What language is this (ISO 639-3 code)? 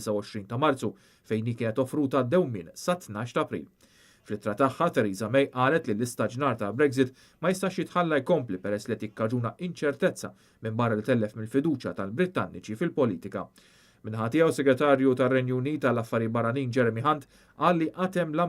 mlt